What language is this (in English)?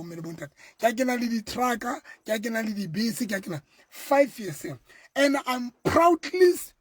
Southern Sotho